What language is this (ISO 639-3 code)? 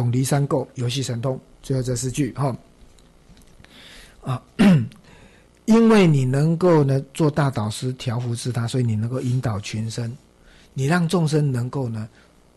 zho